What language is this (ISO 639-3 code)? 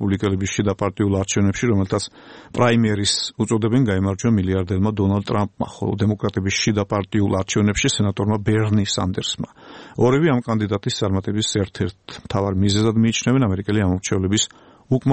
kat